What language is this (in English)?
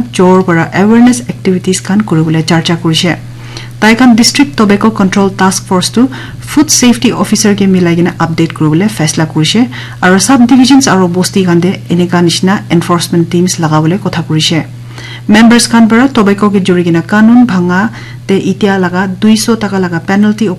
Naga Pidgin